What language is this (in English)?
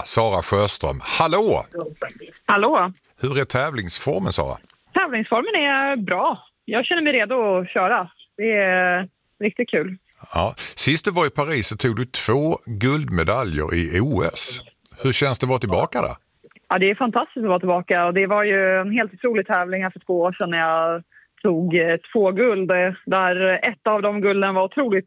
Swedish